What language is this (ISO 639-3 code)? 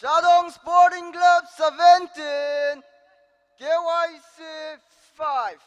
nmf